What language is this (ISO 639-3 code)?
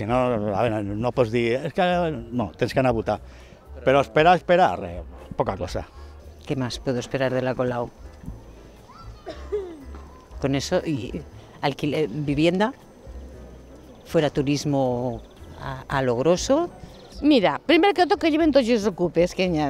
cat